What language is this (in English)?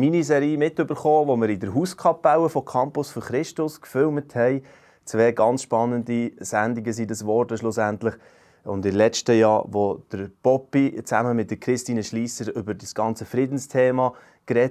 Swiss German